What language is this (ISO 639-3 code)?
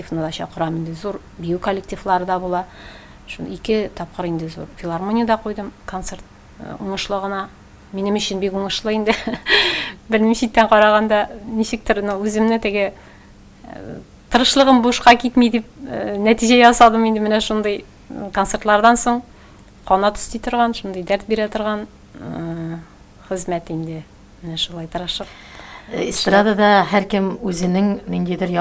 tat